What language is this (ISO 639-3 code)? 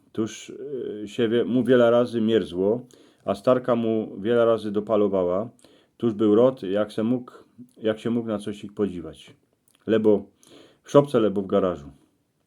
szl